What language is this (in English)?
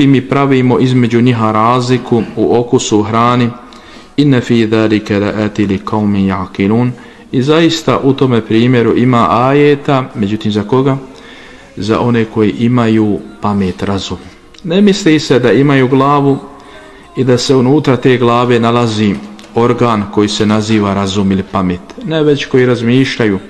Bosnian